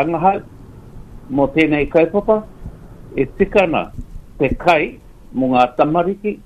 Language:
Māori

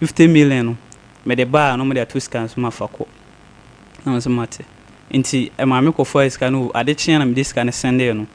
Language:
Akan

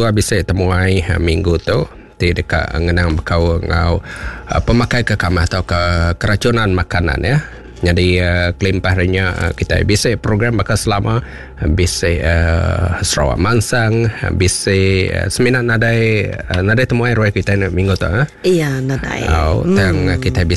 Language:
Iban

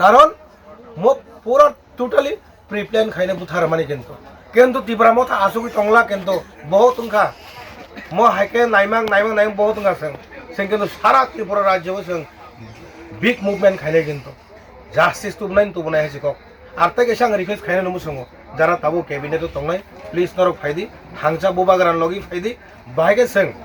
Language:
Kok Borok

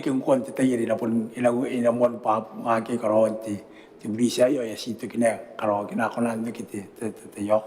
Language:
Gilbertese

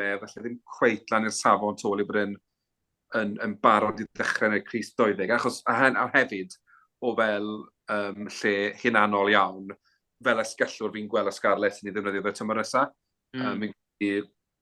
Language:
Welsh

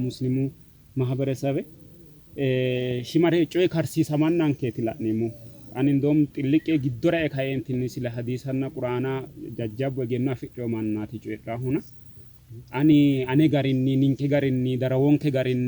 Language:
Sidamo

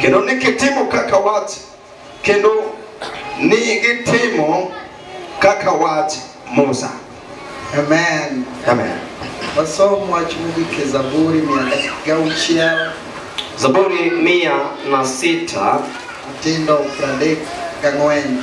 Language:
Luo (Kenya and Tanzania)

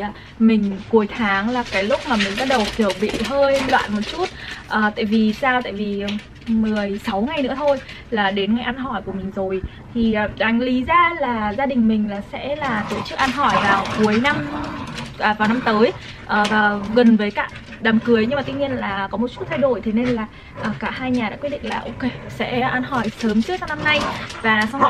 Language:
Vietnamese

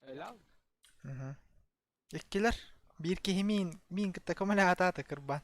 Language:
Yakut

